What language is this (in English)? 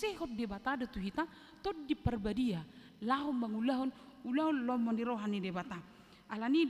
Batak Toba